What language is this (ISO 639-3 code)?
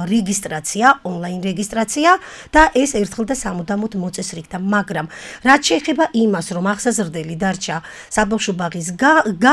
kat